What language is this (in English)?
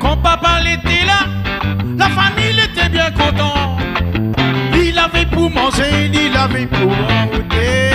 Réunion Creole French